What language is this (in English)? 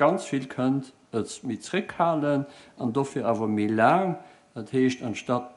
Luxembourgish